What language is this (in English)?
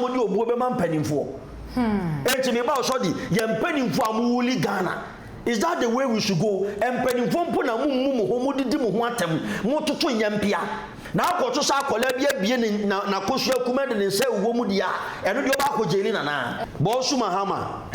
Akan